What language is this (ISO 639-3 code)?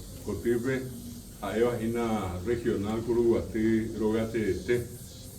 grn